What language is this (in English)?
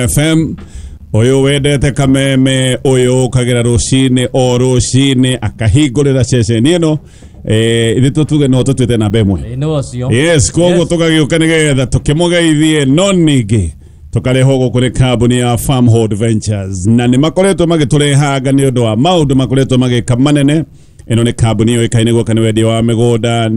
Kikuyu